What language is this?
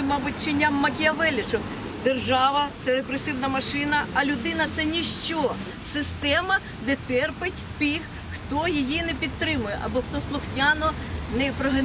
Ukrainian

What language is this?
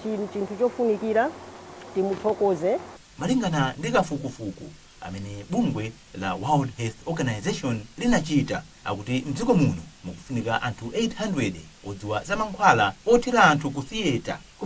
Nyanja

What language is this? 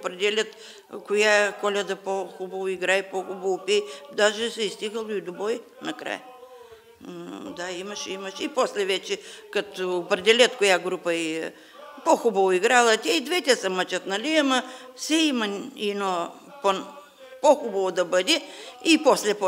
Bulgarian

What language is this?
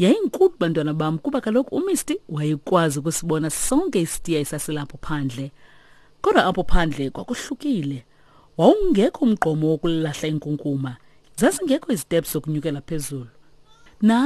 Xhosa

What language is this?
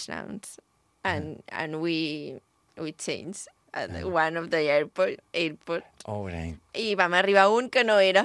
Catalan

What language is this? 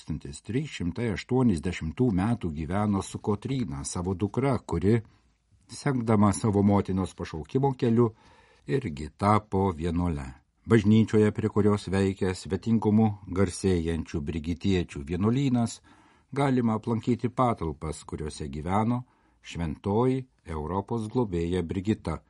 Lithuanian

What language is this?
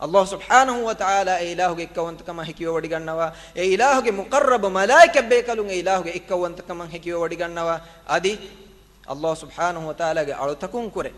Divehi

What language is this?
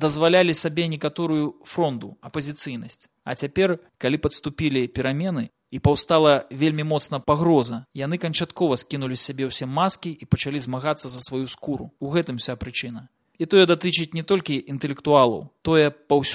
Belarusian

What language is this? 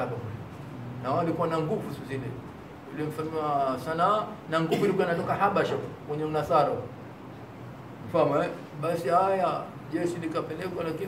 Swahili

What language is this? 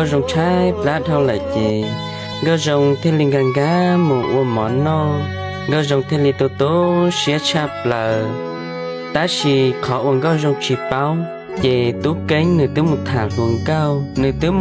Hmong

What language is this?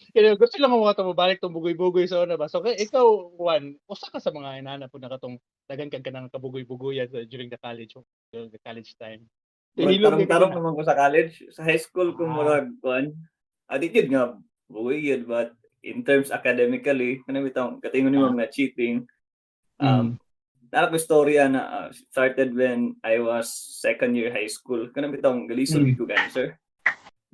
Cebuano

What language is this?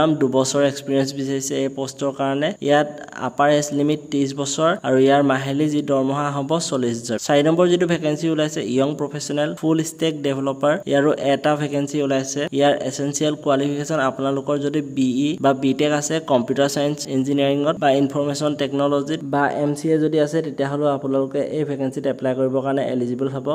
Assamese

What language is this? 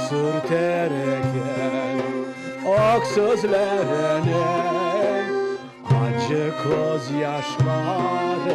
Crimean Tatar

